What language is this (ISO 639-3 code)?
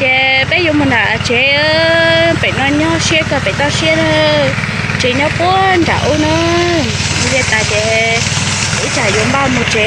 hmn